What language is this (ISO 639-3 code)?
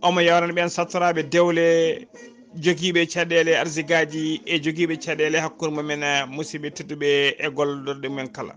ful